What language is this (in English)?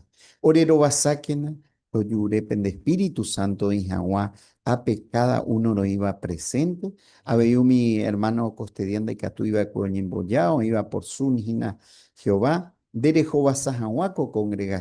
Guarani